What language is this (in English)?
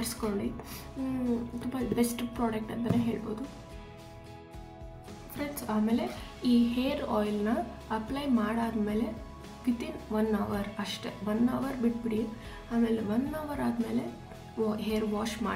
Kannada